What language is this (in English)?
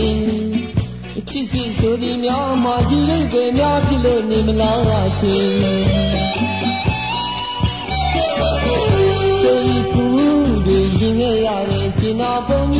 Burmese